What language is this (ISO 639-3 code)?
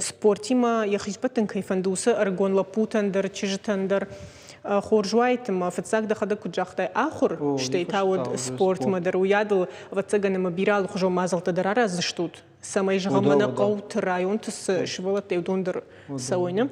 oss